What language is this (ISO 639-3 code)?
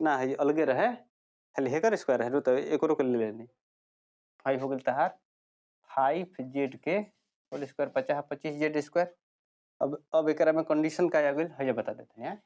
bho